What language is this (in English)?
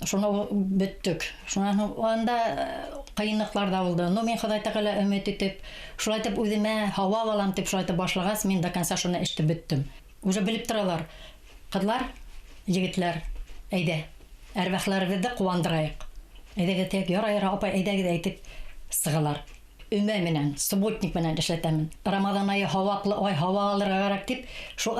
Bashkir